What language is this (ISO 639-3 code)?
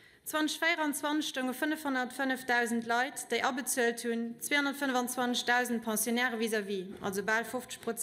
ltz